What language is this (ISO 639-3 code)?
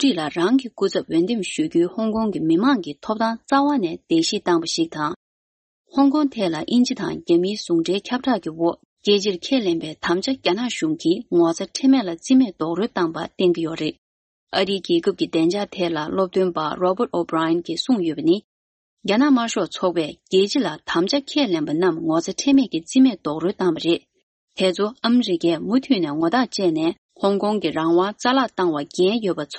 bod